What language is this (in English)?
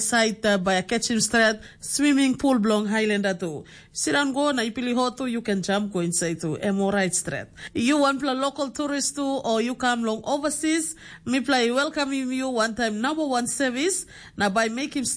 Tok Pisin